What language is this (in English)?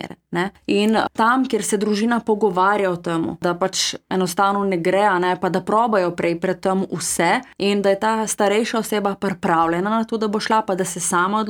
Slovenian